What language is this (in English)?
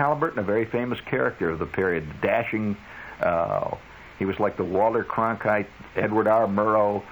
English